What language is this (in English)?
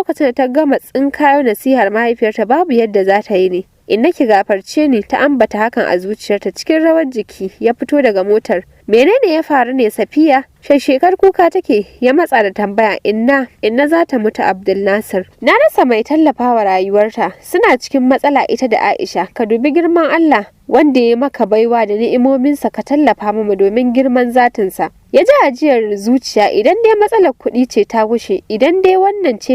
Hausa